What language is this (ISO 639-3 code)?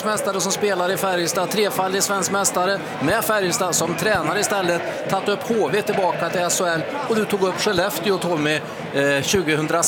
swe